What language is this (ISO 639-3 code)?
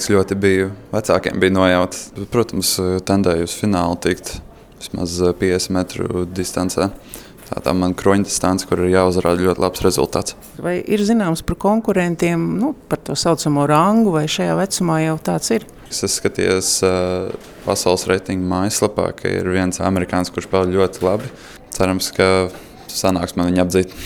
lav